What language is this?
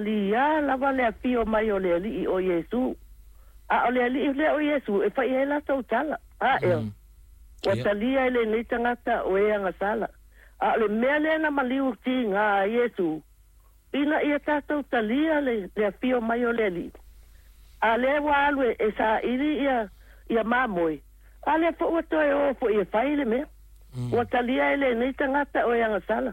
Samoan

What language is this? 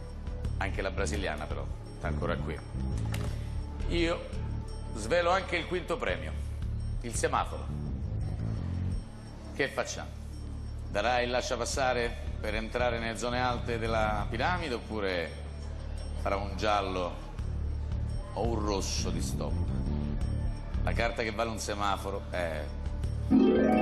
Italian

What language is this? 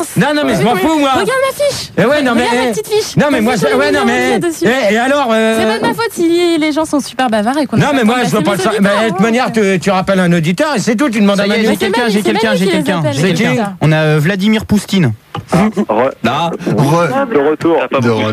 French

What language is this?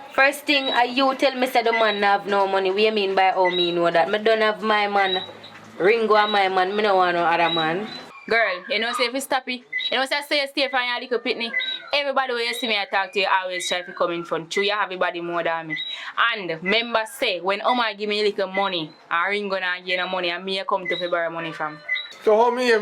Jamaican Creole English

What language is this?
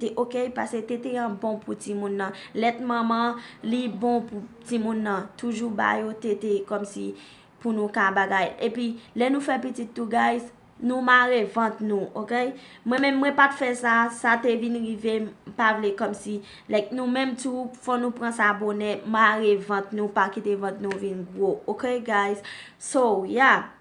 Haitian Creole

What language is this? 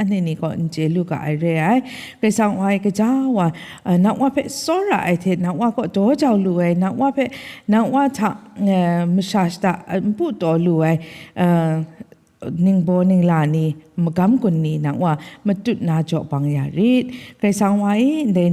Kachin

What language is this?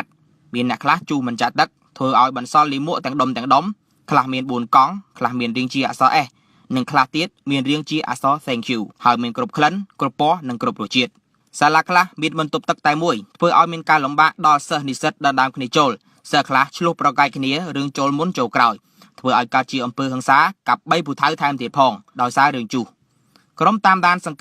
Khmer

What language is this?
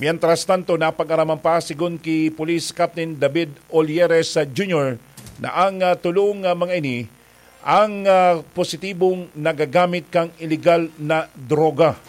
Bikol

